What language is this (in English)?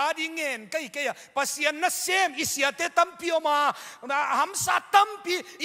Tedim Chin